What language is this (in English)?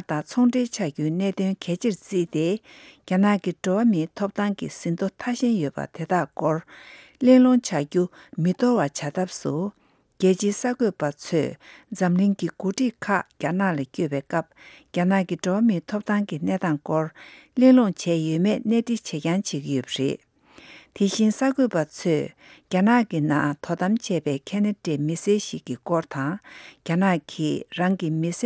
Tibetan